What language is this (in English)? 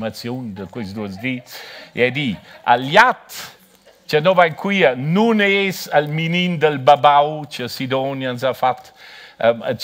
Romansh